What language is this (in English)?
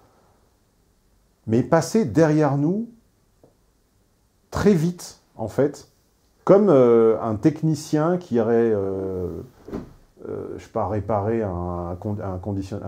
French